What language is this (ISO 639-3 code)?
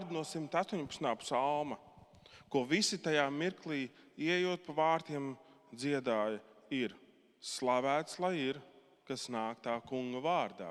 lav